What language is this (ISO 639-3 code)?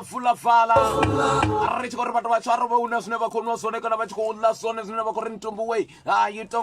ven